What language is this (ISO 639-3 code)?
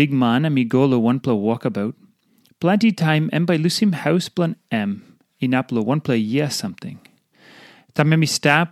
tpi